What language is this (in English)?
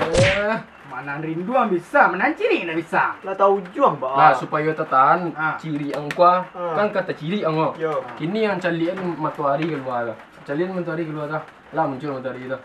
Minangkabau